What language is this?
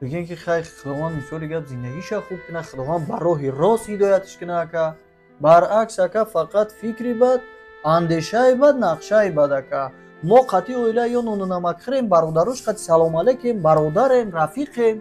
Tajik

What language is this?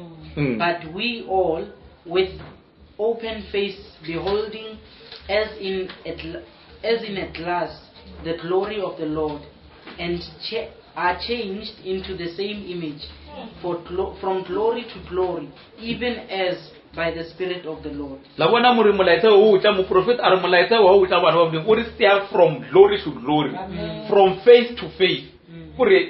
Northern Sotho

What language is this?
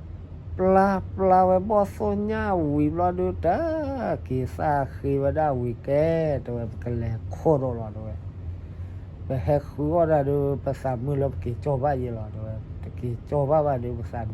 S'gaw Karen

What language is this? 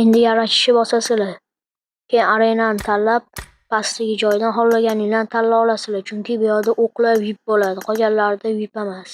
Uzbek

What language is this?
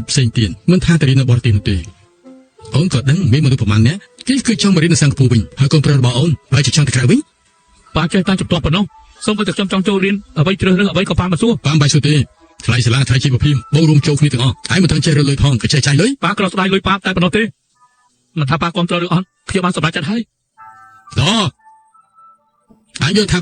Khmer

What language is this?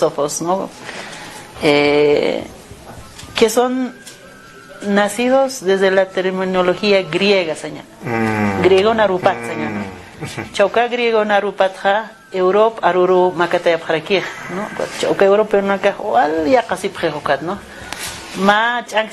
Aymara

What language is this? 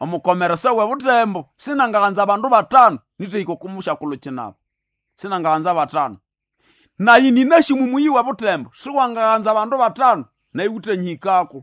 Nande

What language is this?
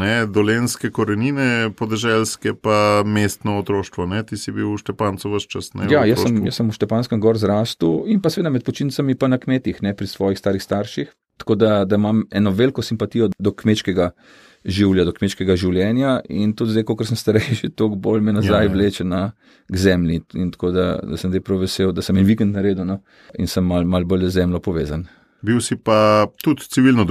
Slovenian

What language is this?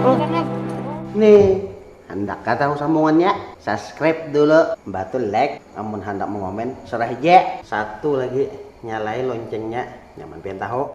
Banjar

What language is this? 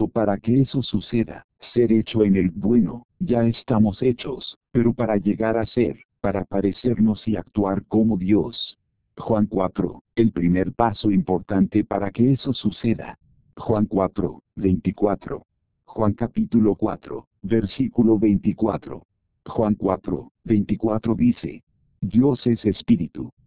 Spanish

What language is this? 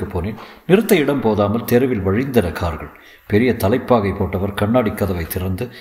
Tamil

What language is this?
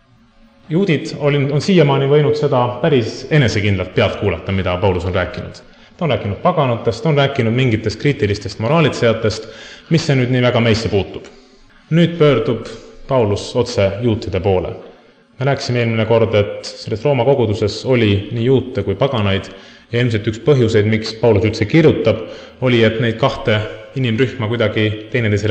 Estonian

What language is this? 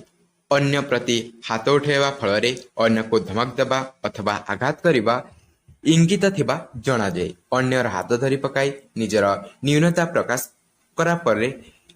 Odia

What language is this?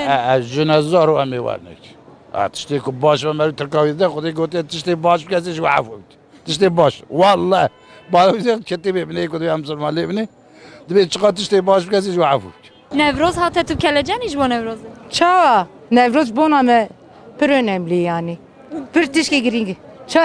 Kurdish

